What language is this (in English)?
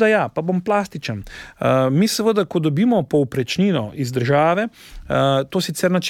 Slovenian